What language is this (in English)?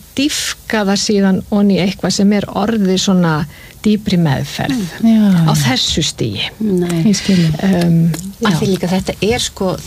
Icelandic